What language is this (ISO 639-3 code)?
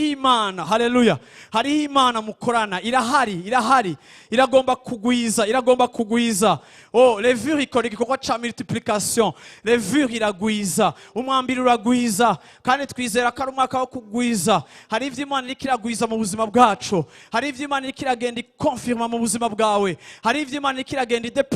run